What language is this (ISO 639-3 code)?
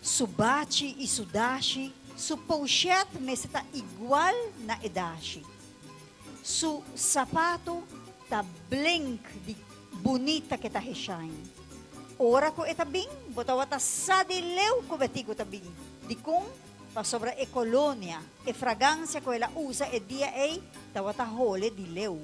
pap